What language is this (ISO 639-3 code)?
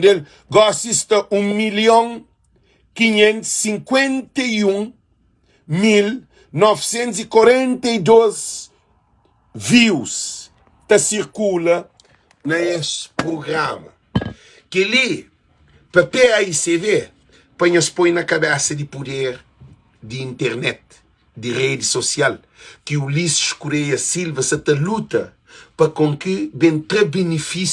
kea